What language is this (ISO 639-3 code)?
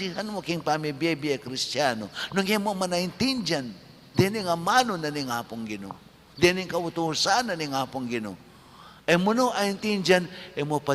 pam